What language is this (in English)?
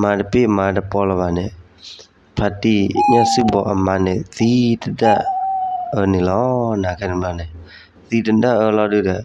S'gaw Karen